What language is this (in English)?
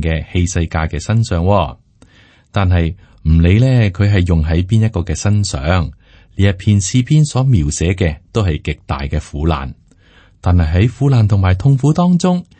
Cantonese